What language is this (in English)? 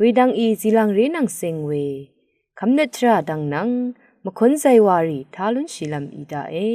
Rawang